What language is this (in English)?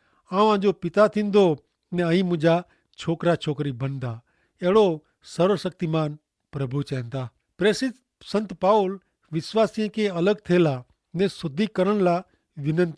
Kachhi